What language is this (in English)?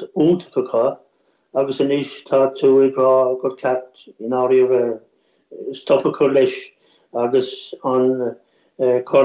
Irish